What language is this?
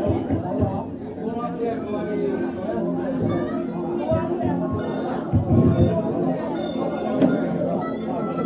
S'gaw Karen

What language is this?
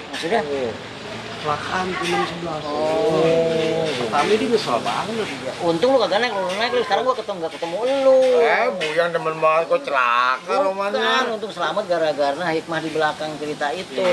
Betawi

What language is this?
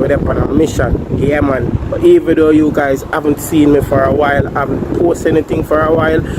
Jamaican Creole English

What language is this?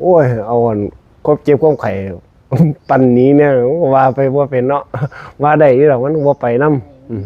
Northeastern Thai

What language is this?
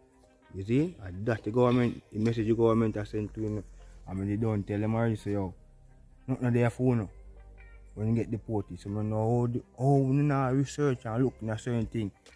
Jamaican Creole English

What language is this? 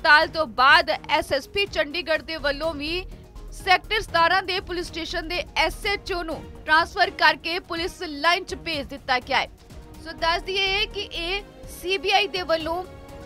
Punjabi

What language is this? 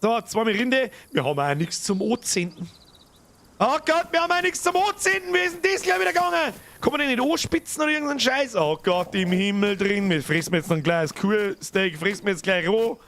Bavarian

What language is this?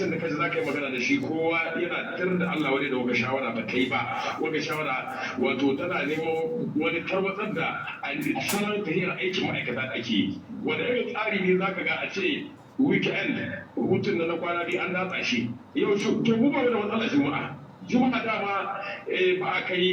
Hausa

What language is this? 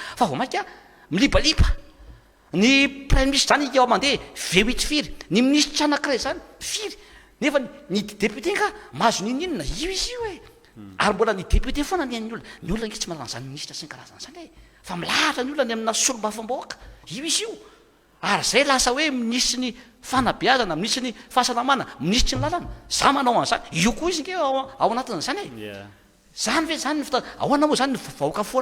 Malagasy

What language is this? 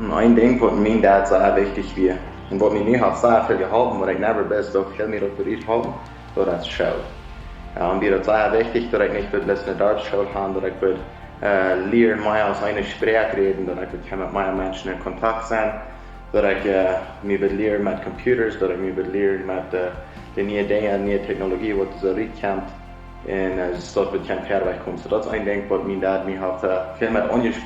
Plautdietsch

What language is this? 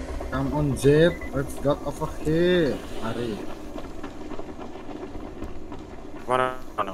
Indonesian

